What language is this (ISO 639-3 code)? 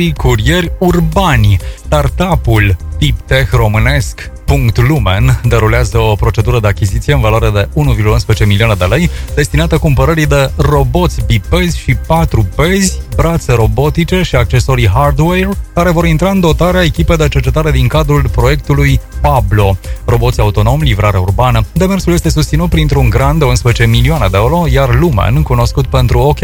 ron